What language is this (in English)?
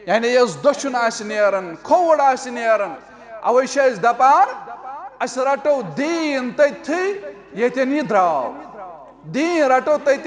Kashmiri